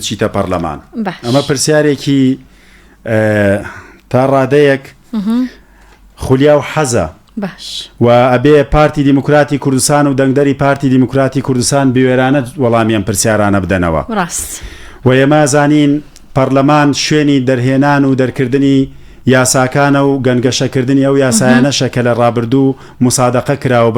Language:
Central Kurdish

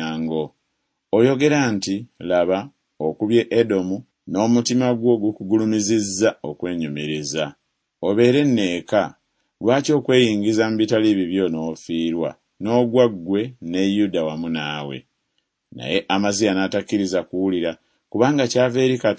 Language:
Ganda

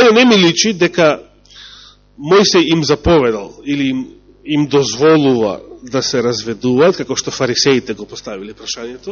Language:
Macedonian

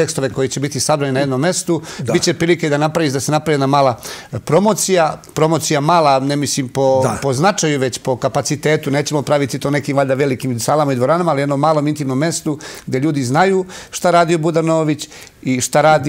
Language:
Serbian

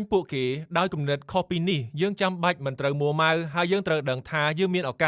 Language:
Khmer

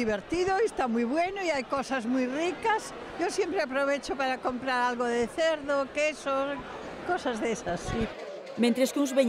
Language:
Galician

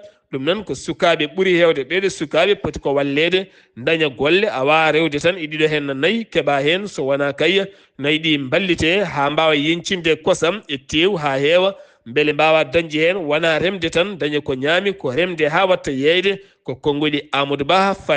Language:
Fula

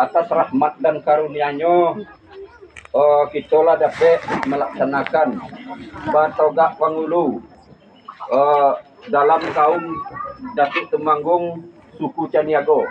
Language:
Minangkabau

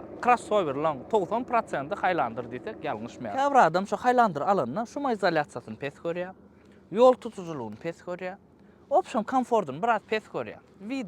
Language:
Turkmen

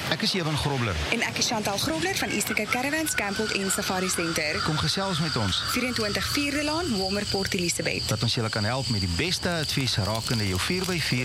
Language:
Afrikaans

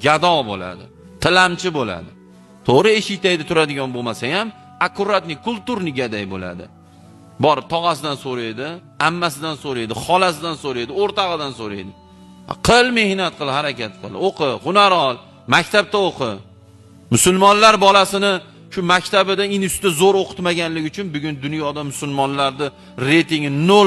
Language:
Uzbek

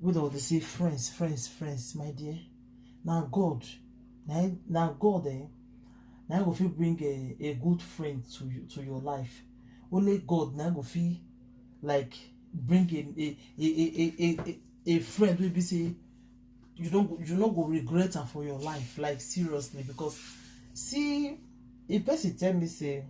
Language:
Nigerian Pidgin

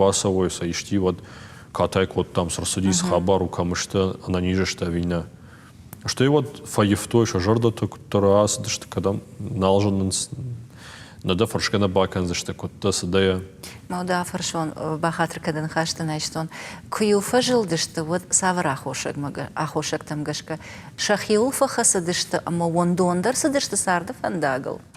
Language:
Ossetic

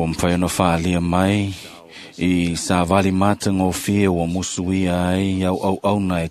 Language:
Samoan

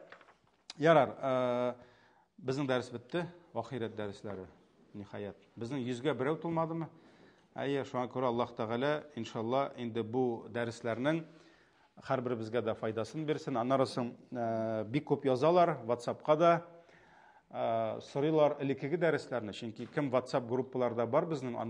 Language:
Tatar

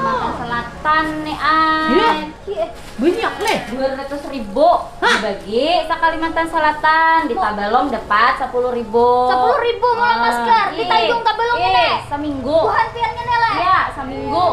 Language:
Banjar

